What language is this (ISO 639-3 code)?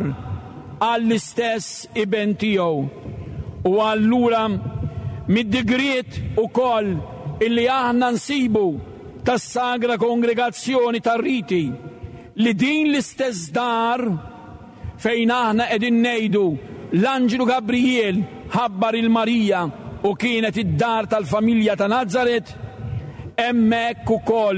mlt